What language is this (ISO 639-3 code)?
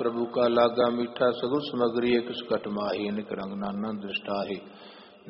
pan